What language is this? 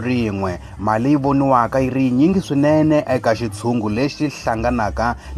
Tsonga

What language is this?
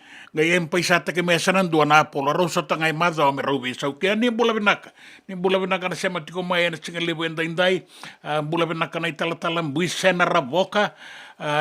Fijian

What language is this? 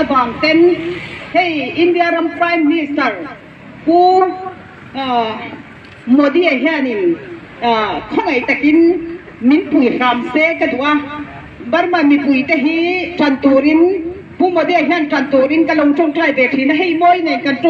Hakha Chin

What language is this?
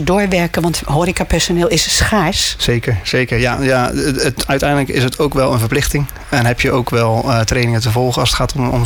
Dutch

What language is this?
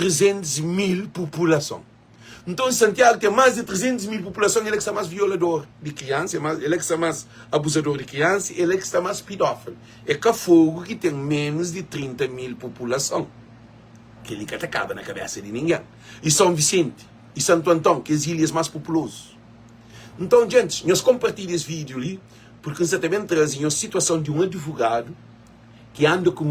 Kabuverdianu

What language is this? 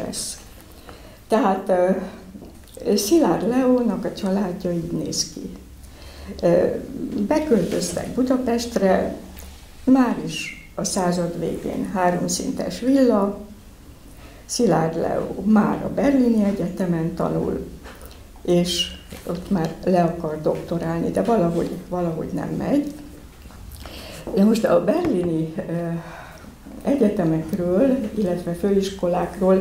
Hungarian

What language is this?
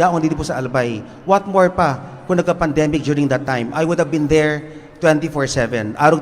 Bikol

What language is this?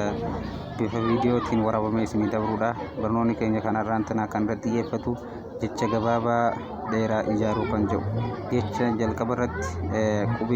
Oromo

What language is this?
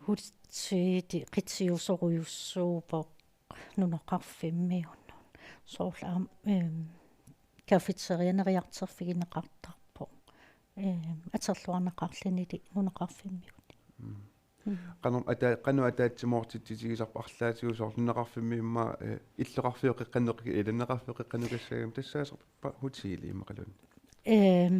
Kalaallisut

